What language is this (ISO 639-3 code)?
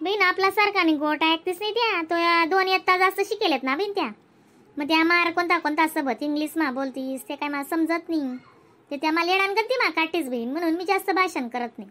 khn